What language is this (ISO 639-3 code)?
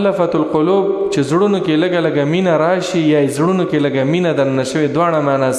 pus